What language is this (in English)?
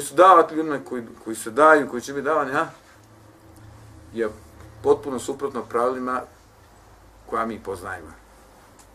Bosnian